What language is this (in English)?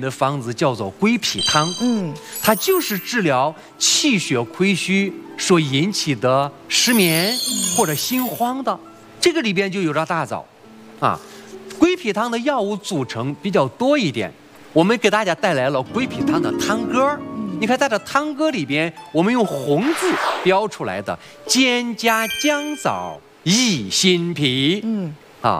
Chinese